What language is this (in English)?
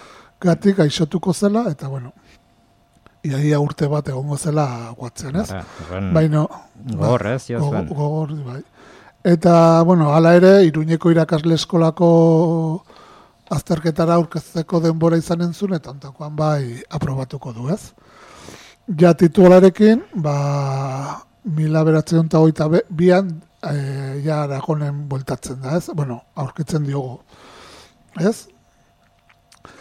Basque